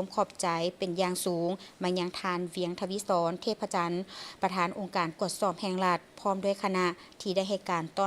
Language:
Lao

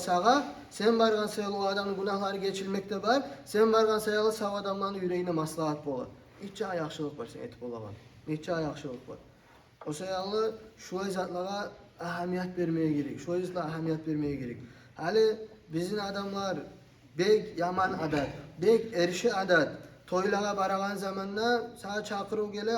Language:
Kumyk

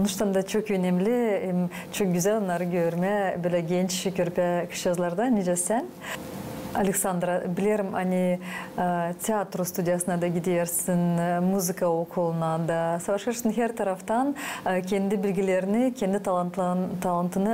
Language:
Gagauz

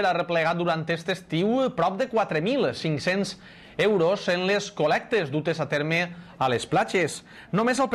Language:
Catalan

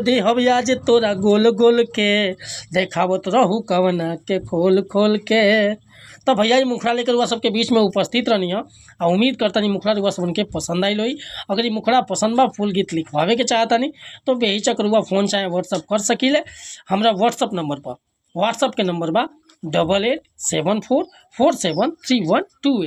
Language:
Bhojpuri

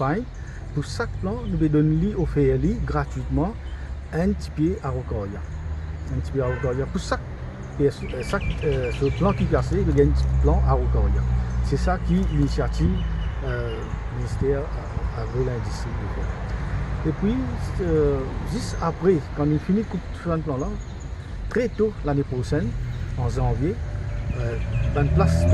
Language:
Morisyen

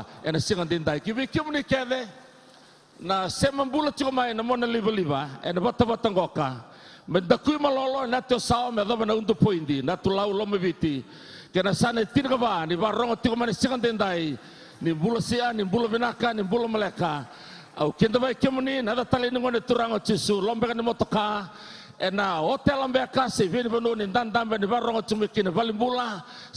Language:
Fijian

